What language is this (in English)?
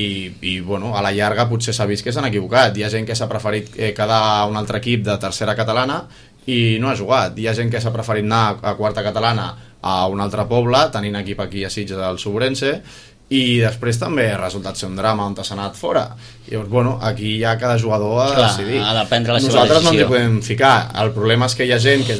Catalan